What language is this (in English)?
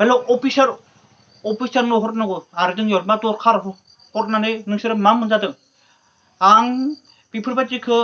Bodo